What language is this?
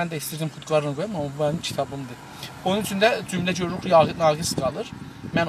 South Azerbaijani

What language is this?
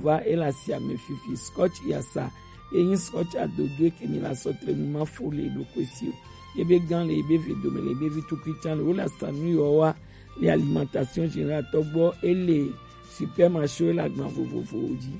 Gen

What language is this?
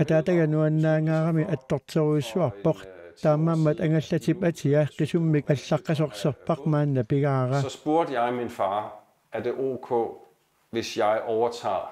Kalaallisut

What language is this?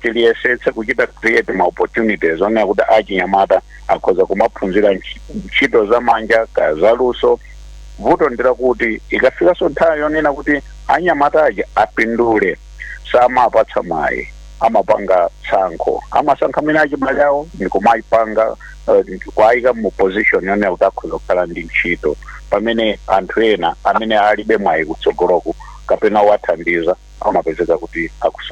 Nyanja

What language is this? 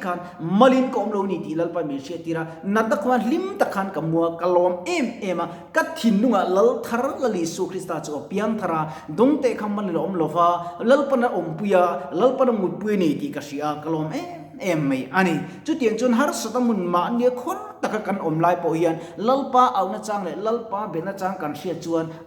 Mizo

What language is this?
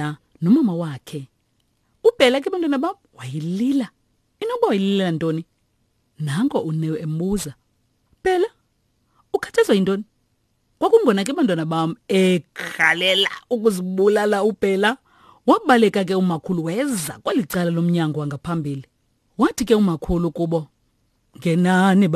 Xhosa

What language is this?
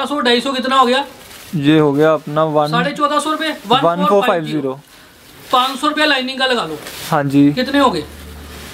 Hindi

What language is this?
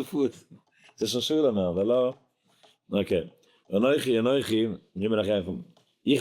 Yiddish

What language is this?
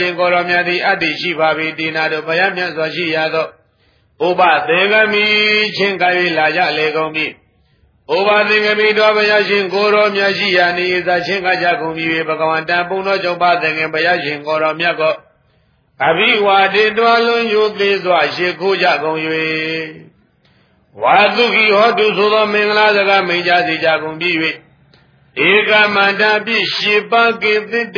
Burmese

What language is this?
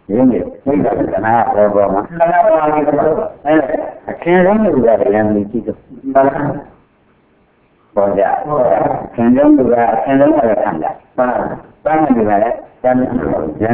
Burmese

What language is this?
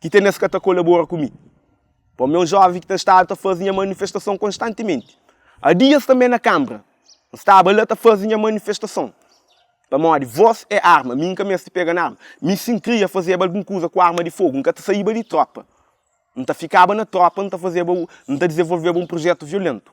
Kabuverdianu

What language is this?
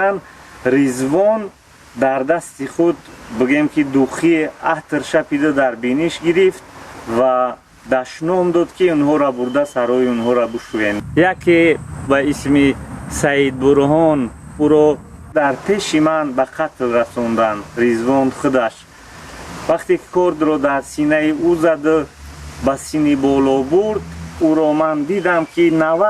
Tajik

